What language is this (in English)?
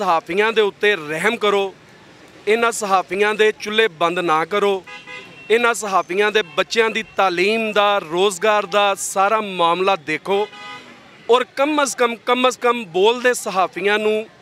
Western Panjabi